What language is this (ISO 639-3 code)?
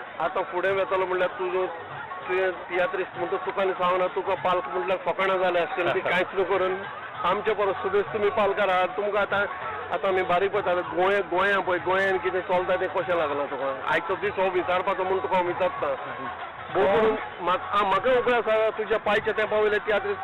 kok